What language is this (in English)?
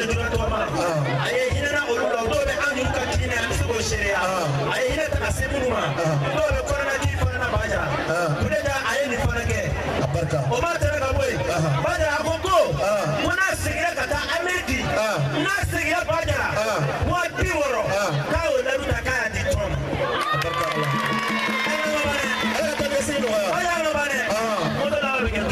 Bambara